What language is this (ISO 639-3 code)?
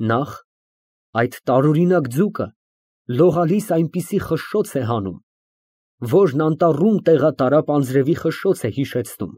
hye